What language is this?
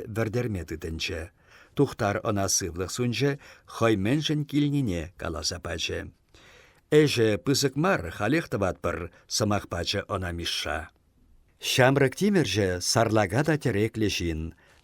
Chuvash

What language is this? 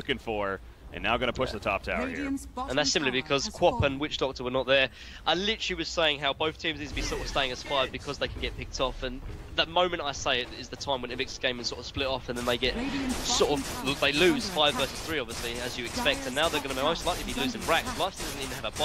English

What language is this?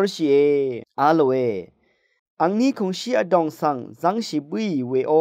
Rawang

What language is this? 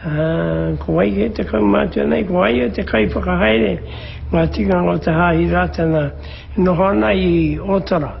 Māori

